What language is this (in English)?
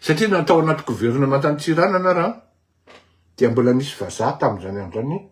Malagasy